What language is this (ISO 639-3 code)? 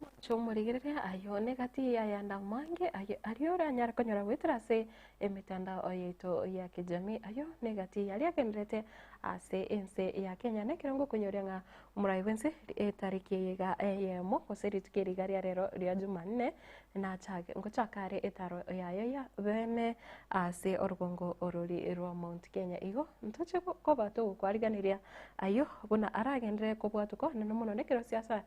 guz